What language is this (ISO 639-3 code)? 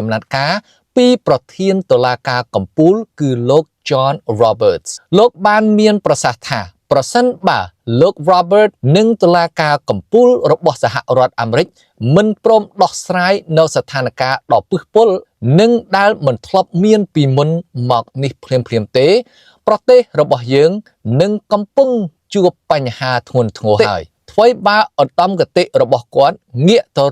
khm